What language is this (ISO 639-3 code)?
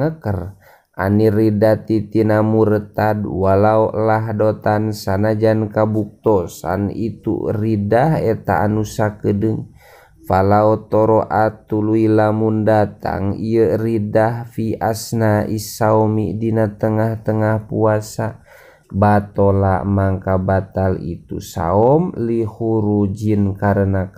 sun